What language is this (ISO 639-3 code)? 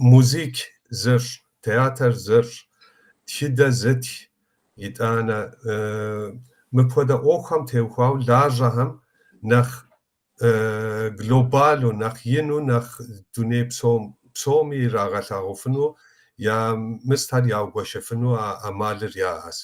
kbd